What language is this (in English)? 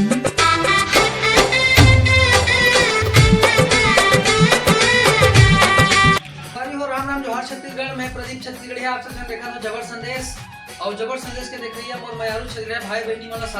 Chhattisgarhi